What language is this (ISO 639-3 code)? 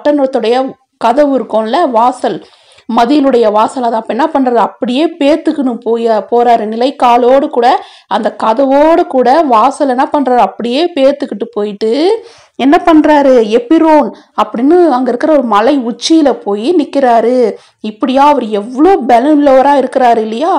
tam